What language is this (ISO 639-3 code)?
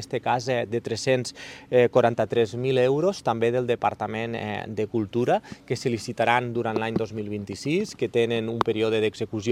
cat